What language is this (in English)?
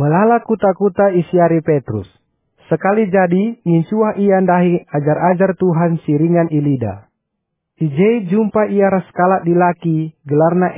Batak Karo